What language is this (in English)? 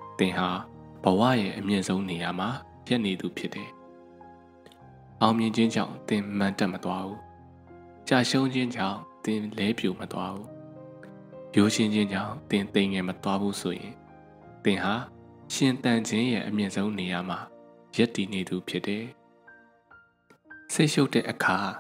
Burmese